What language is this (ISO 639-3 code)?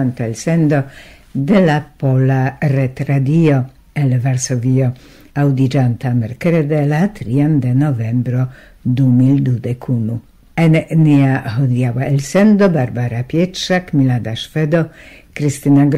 epo